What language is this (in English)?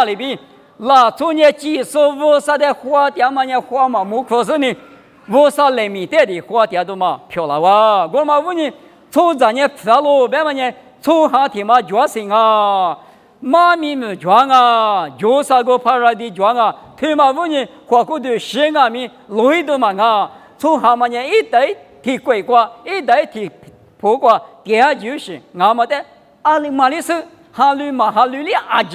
Lisu